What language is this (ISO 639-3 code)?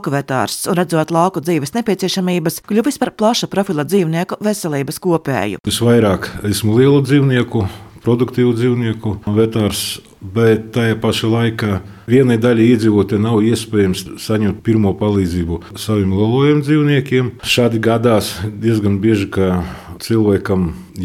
lav